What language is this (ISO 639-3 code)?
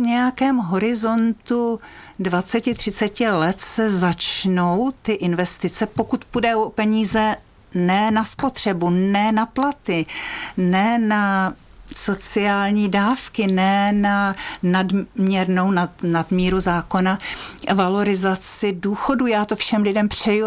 ces